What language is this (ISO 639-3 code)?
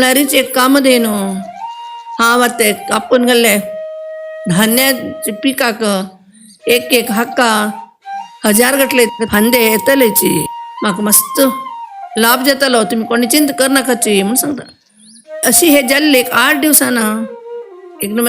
kok